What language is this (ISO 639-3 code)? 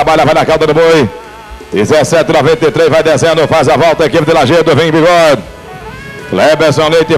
por